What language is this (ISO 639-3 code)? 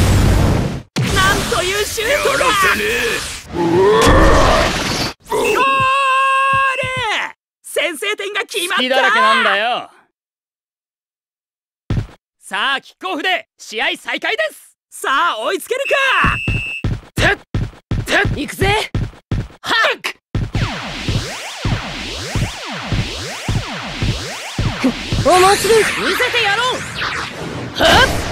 jpn